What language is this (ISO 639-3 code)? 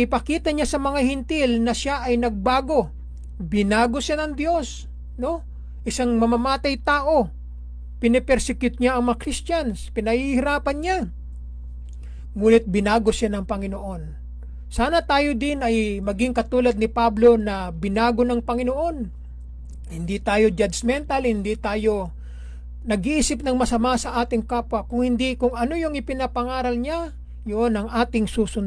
fil